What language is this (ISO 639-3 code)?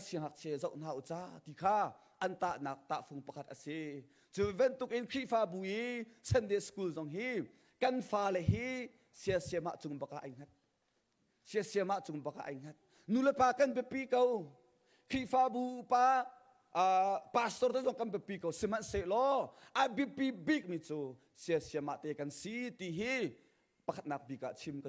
cnh